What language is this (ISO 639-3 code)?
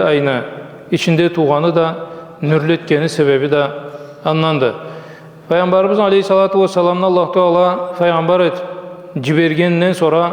krc